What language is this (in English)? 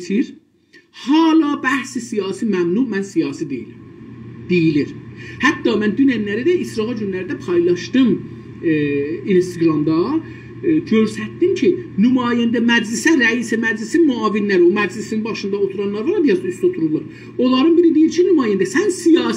South Azerbaijani